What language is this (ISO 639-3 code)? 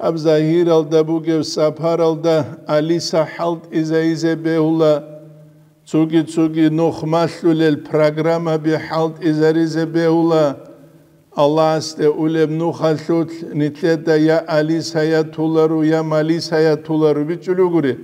ava